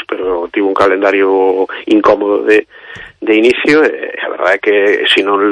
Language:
Galician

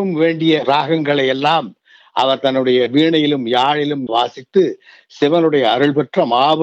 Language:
Tamil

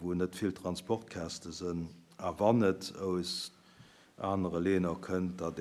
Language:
Luxembourgish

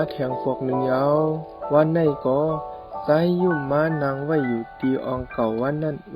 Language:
Shan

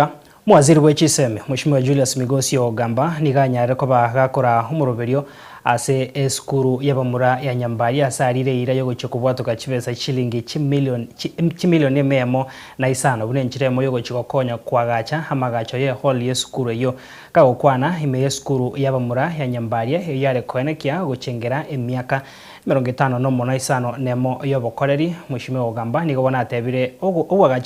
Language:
Gusii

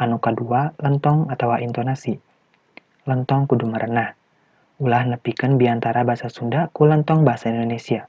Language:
Sundanese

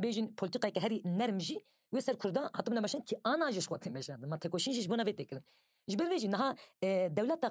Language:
Kurdish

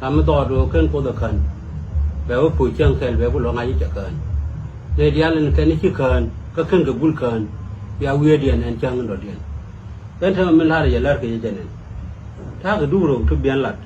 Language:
Nuer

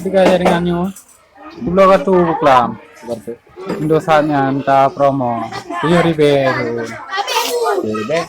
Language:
Achinese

